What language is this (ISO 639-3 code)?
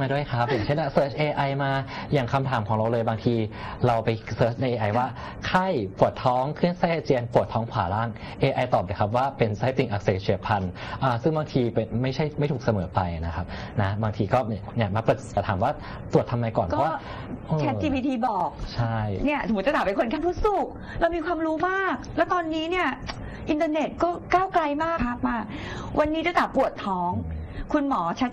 tha